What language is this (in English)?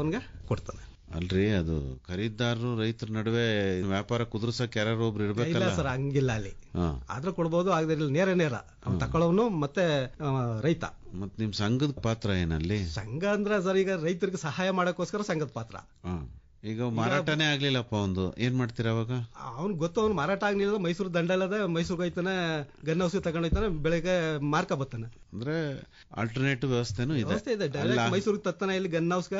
Kannada